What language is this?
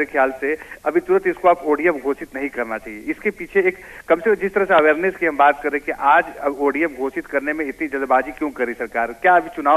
Hindi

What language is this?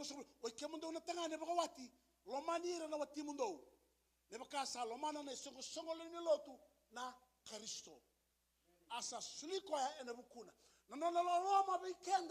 Fijian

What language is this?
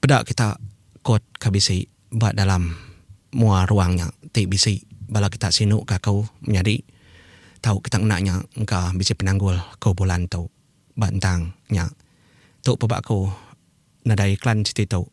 Iban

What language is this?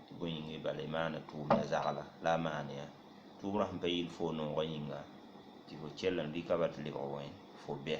Mossi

